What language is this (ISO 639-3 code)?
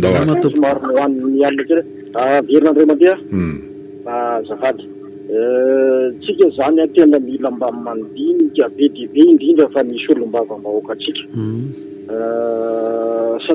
mlg